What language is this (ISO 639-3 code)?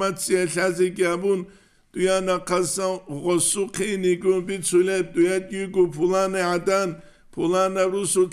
ava